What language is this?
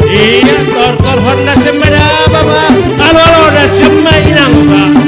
Batak Simalungun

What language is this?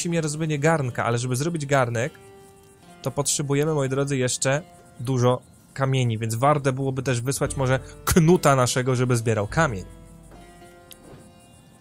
Polish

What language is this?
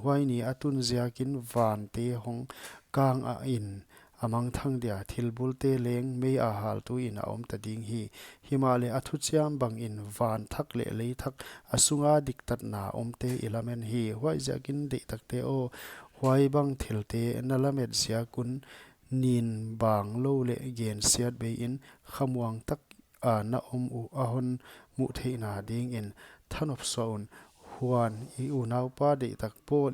Paite Chin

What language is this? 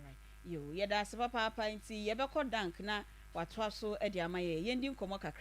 Akan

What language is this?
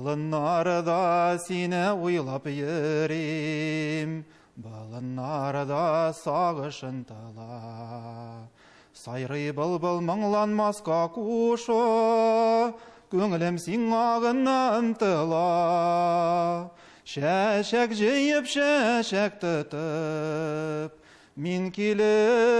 Tatar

